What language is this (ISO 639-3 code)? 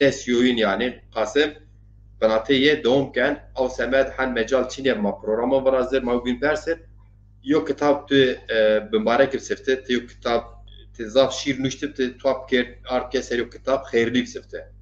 zza